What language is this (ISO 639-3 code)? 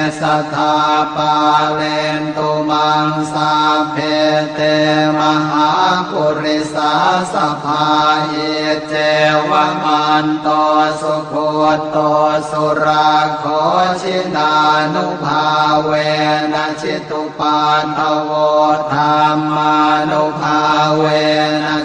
pli